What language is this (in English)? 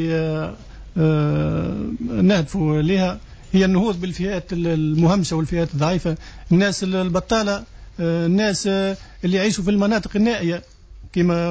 Tunisian Arabic